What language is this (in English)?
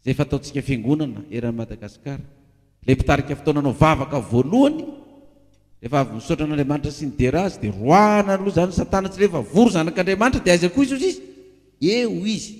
Malagasy